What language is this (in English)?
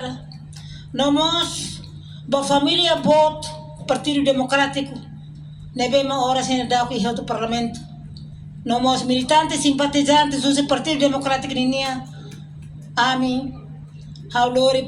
Tetum